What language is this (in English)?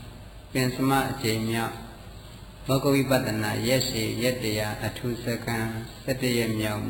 Burmese